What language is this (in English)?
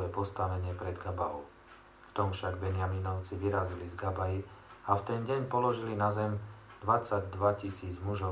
Slovak